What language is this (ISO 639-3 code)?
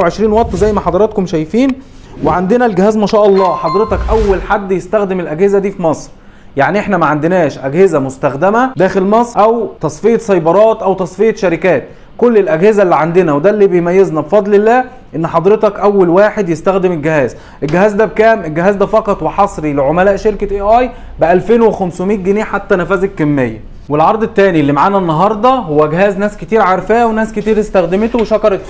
arz